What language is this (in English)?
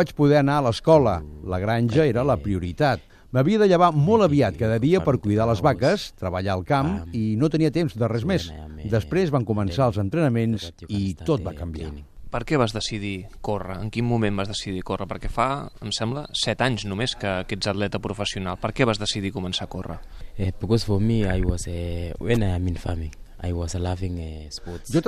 Catalan